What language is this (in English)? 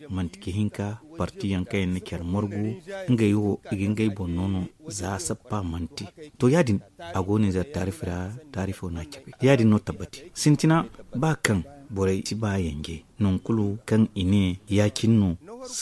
Zarma